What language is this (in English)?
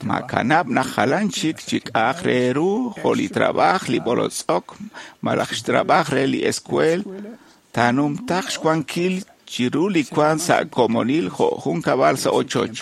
Kekchí